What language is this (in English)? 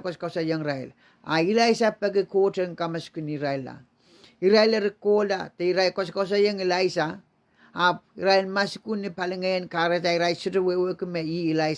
Pohnpeian